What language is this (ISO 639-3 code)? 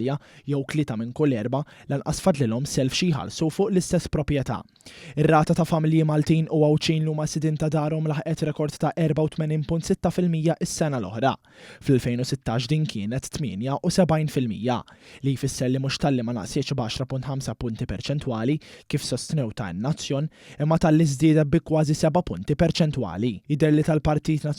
mlt